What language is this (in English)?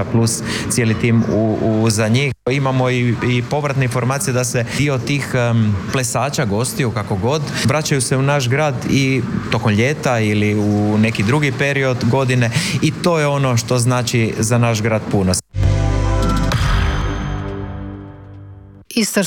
Croatian